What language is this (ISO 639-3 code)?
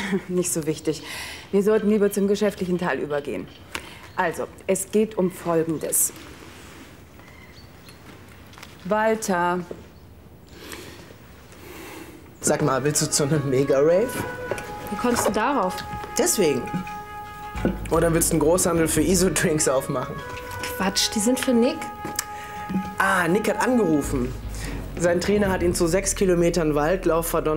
deu